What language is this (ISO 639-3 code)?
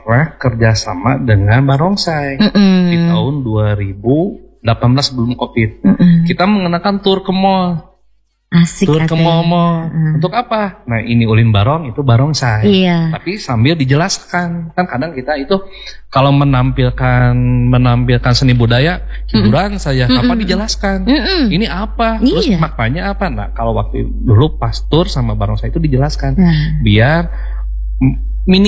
ind